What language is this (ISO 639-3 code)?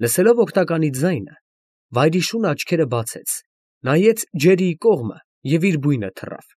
hye